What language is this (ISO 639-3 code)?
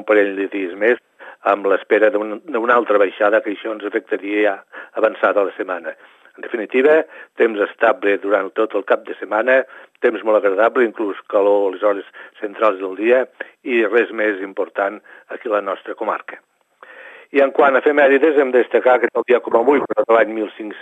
cat